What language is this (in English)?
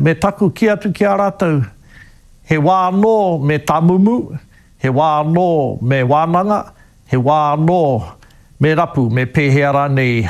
Māori